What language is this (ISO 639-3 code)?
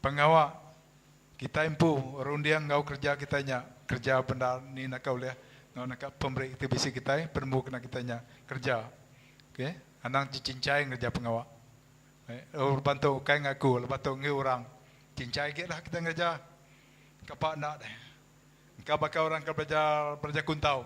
iba